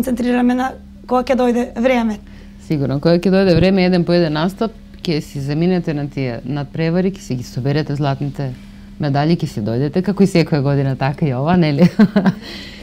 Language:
Macedonian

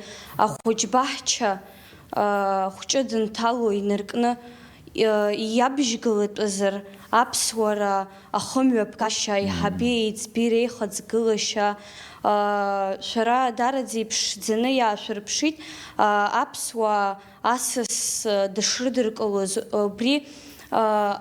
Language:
Abkhazian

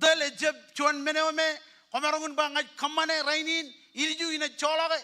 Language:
Marshallese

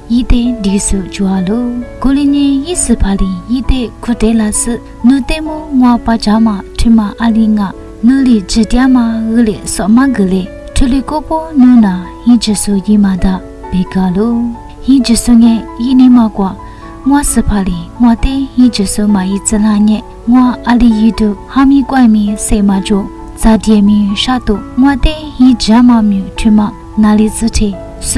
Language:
Lisu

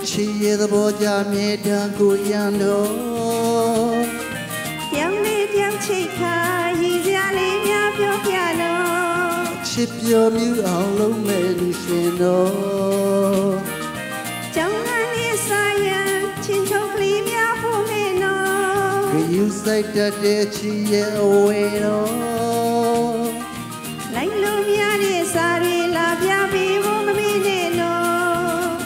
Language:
Burmese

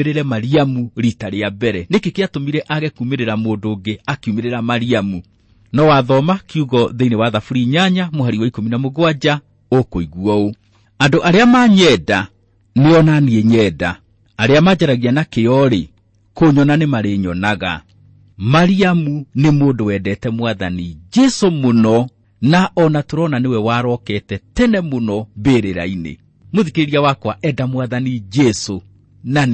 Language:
Kikuyu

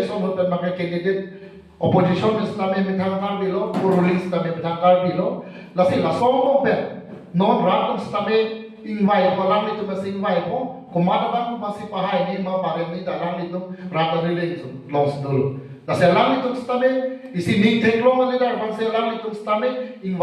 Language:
Karbi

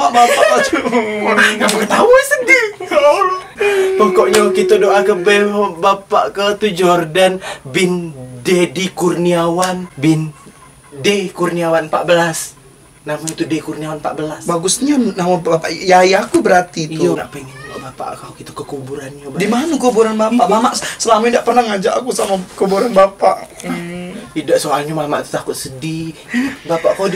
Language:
Musi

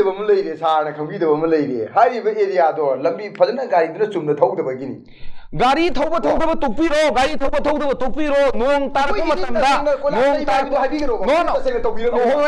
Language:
Manipuri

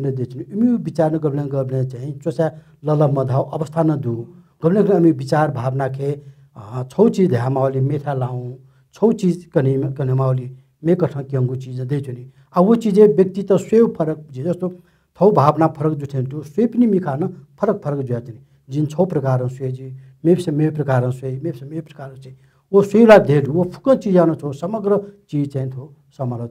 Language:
Newari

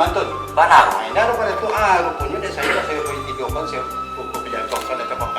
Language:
Minangkabau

